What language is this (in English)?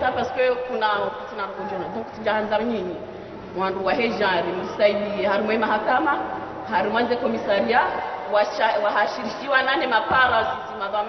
Ngazidja Comorian